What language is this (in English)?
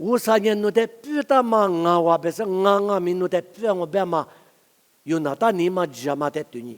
Lisu